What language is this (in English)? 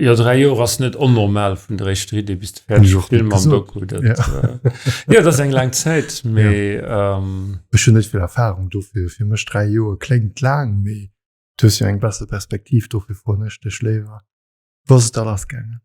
Luxembourgish